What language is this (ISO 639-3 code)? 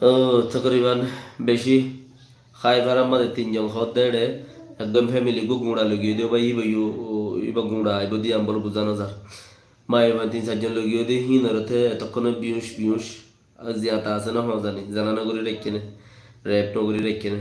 rhg